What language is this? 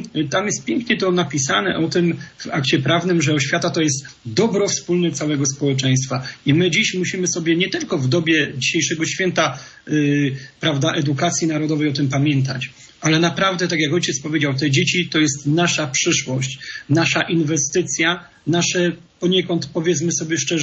Polish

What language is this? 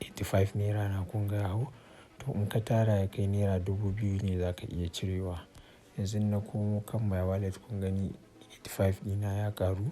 Hausa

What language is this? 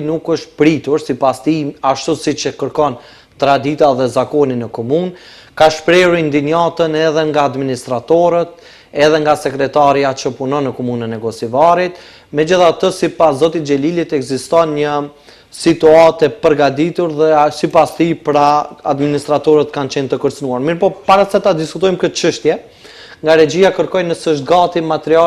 Albanian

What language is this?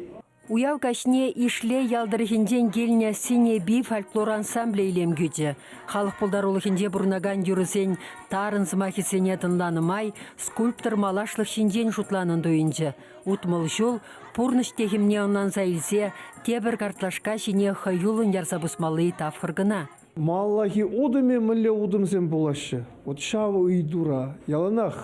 Chuvash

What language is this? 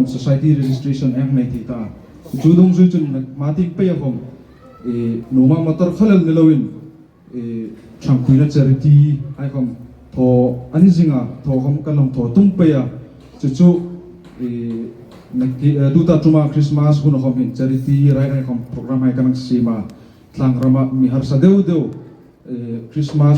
Hmar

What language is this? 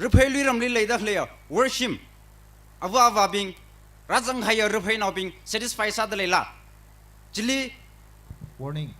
Tangkhul Naga (India)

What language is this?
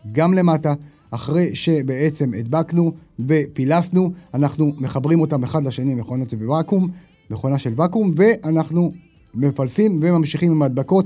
Hebrew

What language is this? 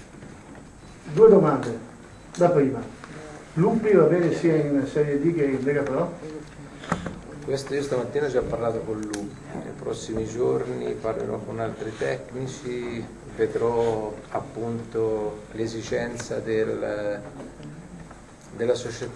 Italian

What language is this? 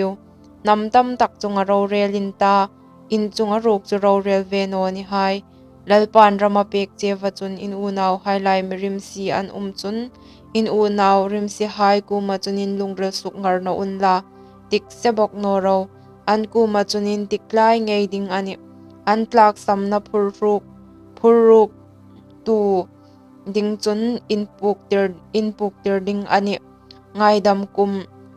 Hmar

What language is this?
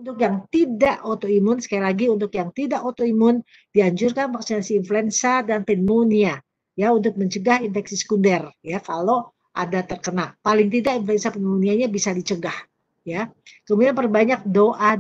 Indonesian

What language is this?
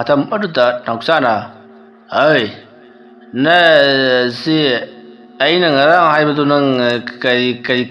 Manipuri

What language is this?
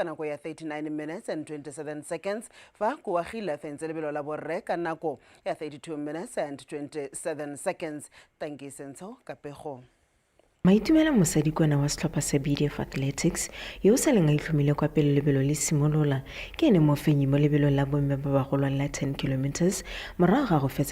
Tswana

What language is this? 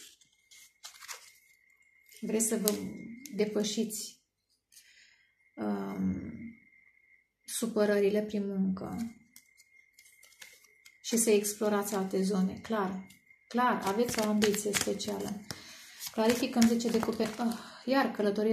Romanian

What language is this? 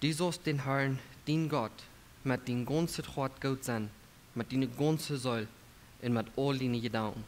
Plautdietsch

